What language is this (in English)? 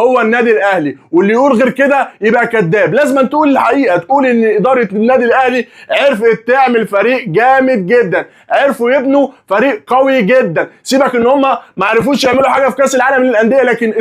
Egyptian Arabic